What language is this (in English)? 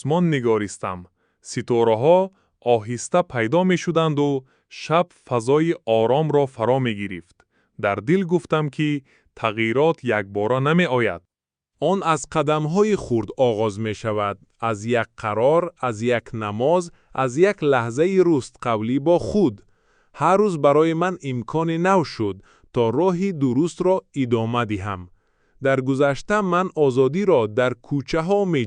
Tajik